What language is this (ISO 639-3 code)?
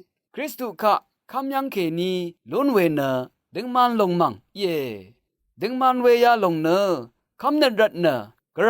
raw